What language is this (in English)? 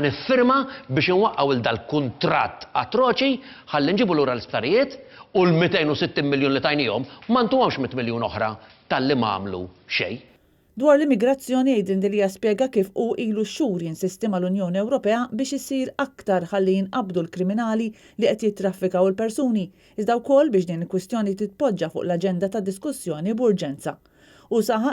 Maltese